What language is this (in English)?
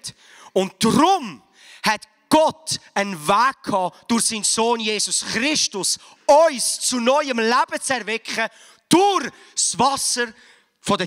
Swiss German